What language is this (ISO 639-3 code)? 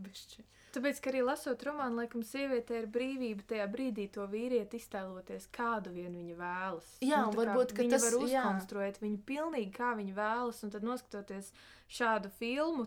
lav